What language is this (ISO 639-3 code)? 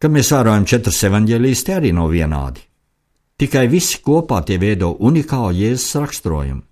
lav